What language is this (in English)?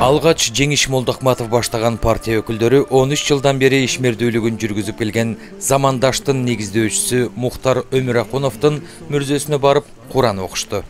Kyrgyz